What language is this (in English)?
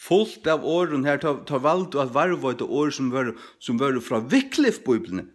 Faroese